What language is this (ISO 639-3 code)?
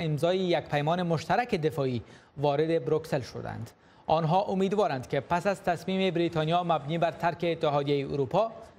fas